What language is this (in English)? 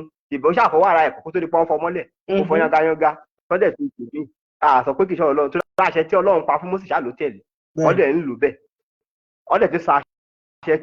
Yoruba